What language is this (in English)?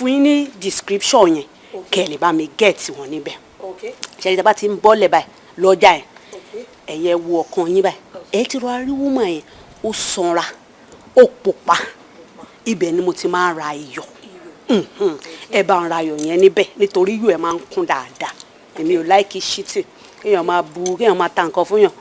Yoruba